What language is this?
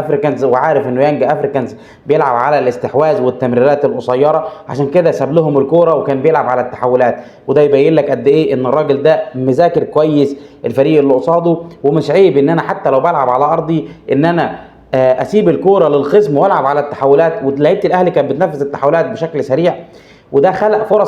Egyptian Arabic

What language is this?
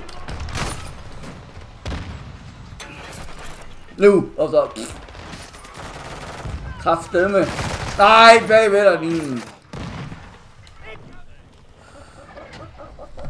Danish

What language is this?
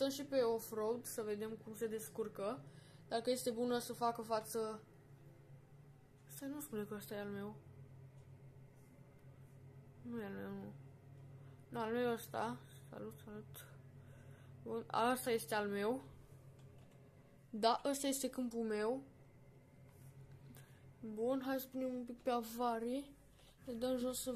Romanian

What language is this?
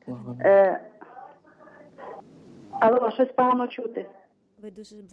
Ukrainian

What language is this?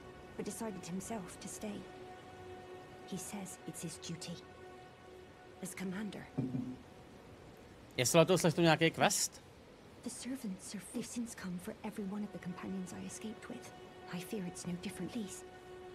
Czech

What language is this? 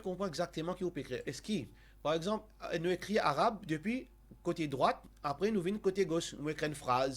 Morisyen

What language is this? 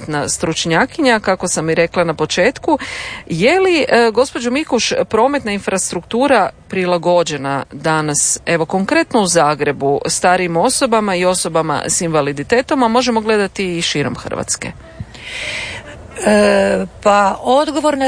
Croatian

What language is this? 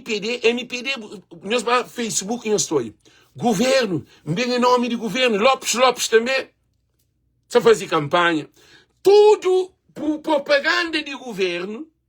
Kabuverdianu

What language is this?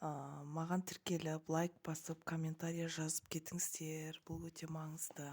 Kazakh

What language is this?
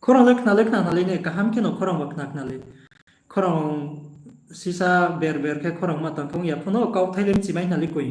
Riang (India)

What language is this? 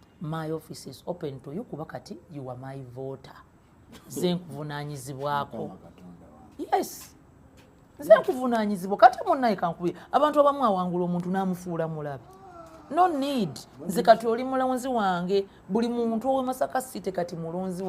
Ganda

